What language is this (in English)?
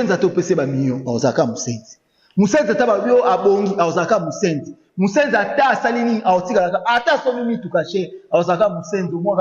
Lingala